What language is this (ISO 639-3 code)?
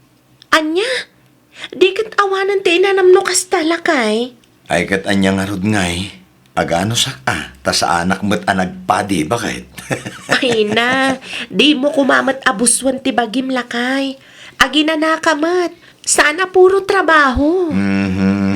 ilo